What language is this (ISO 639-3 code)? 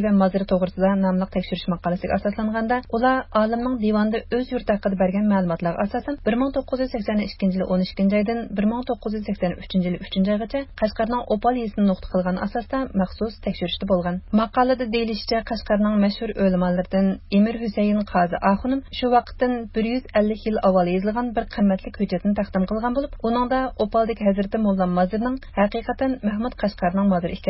uig